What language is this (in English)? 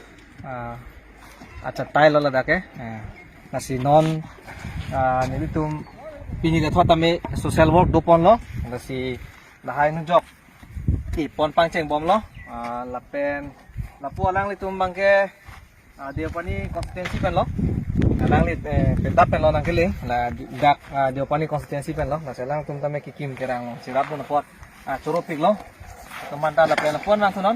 Karbi